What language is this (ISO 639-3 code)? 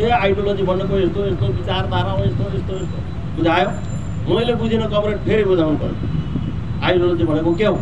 nep